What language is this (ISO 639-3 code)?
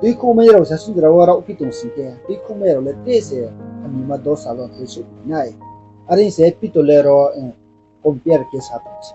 ria